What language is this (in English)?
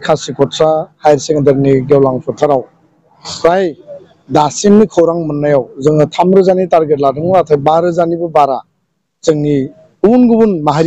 Bodo